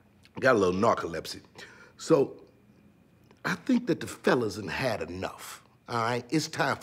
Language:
English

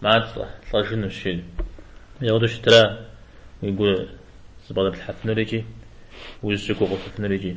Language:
Kabardian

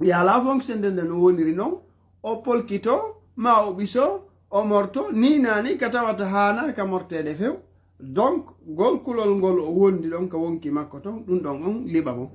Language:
Fula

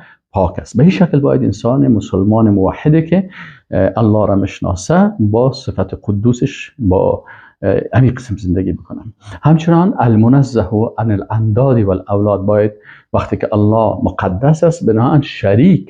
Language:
Persian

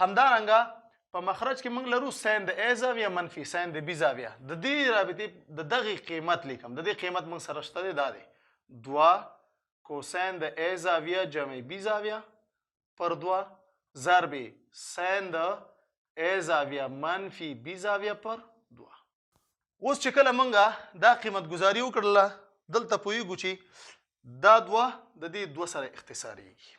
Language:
Pashto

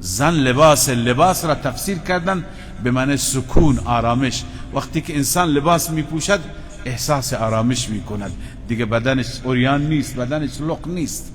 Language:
Persian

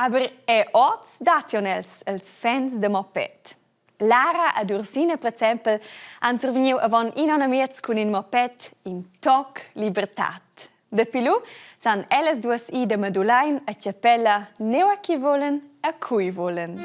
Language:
Romansh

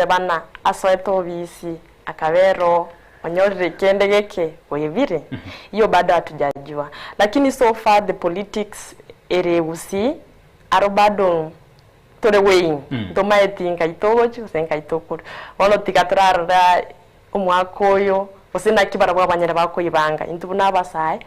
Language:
Gusii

